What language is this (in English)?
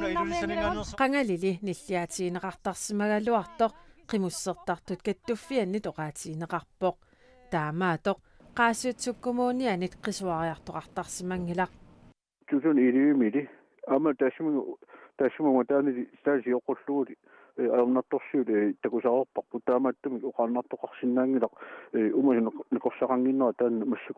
Kalaallisut